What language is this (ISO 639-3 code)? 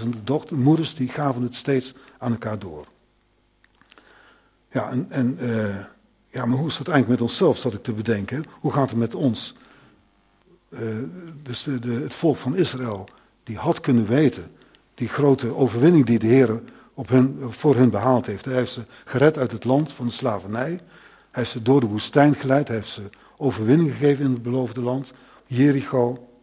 nld